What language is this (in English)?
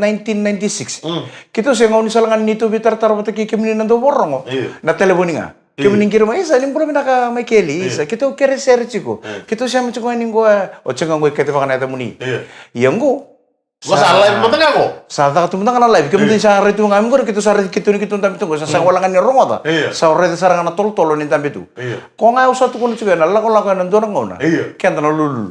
Fijian